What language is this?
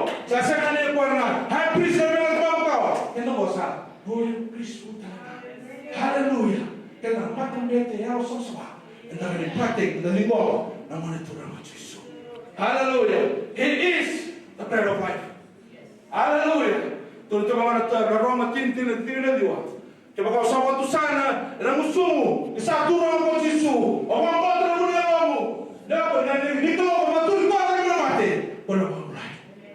Fijian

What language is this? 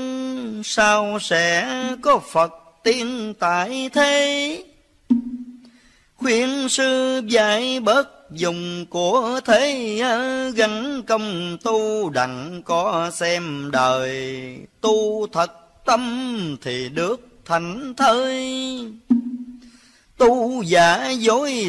Vietnamese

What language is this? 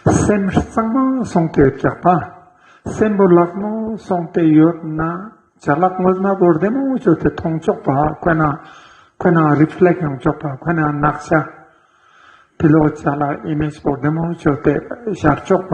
Ladakhi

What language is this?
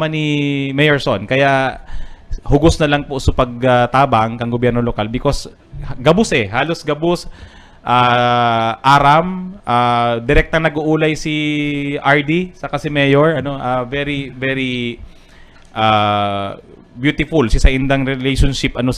Bikol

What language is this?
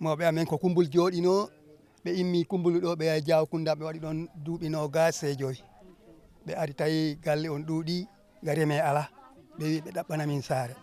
Fula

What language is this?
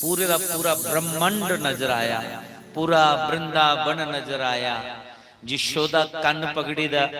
Dogri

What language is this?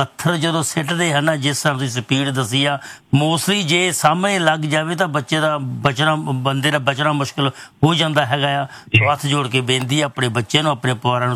Punjabi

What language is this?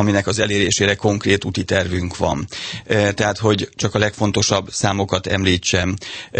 Hungarian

